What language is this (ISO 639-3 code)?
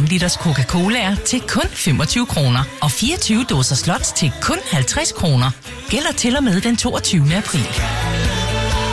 dan